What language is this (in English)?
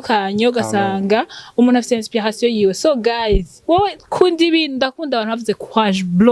Rundi